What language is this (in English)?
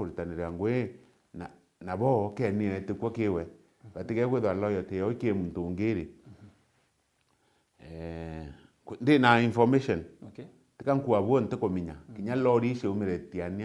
Meru